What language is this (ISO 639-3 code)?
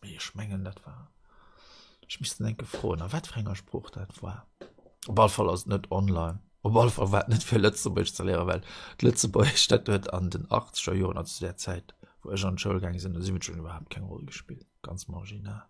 ltz